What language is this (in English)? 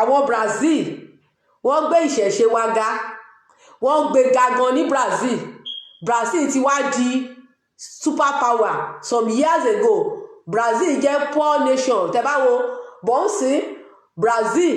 Yoruba